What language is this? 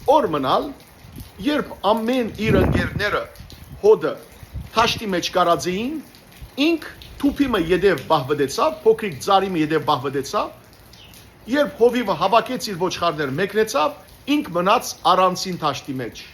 Western Armenian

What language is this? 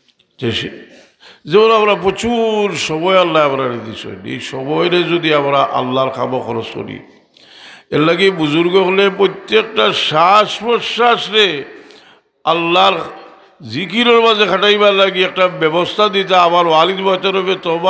Sylheti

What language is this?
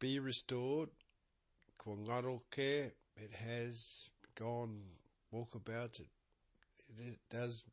Māori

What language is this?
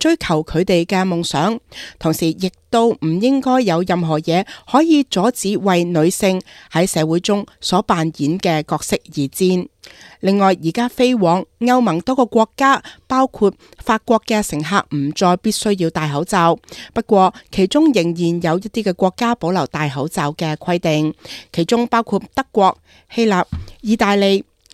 Cantonese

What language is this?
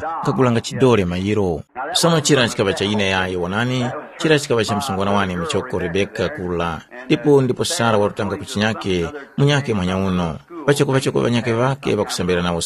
Tumbuka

